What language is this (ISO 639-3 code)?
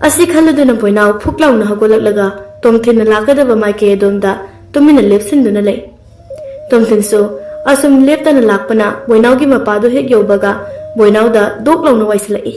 mni